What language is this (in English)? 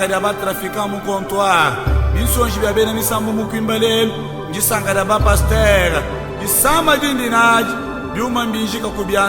Luba-Lulua